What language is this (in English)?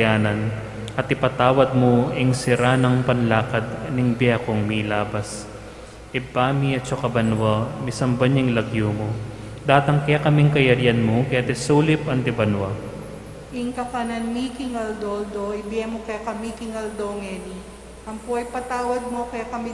Pampanga